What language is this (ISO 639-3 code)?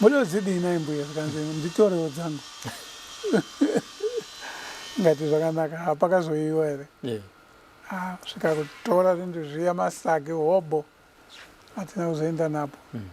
sna